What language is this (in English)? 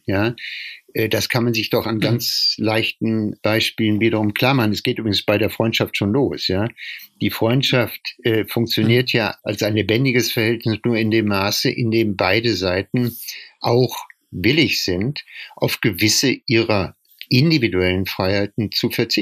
German